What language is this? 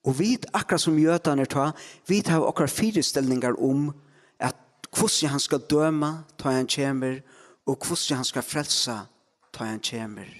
Faroese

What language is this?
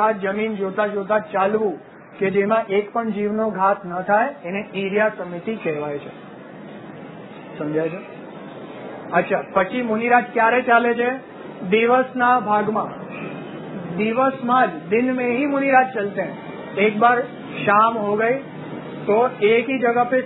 Gujarati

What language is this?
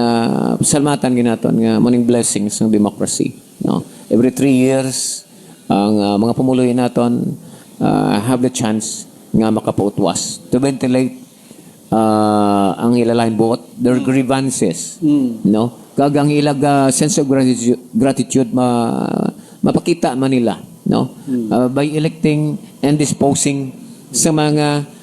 Hiligaynon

